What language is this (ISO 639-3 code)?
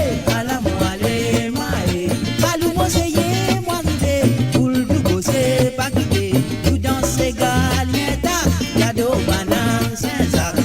mfe